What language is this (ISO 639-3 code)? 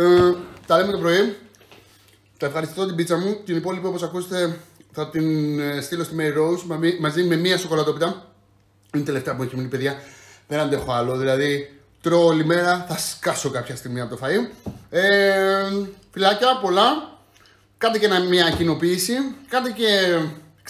ell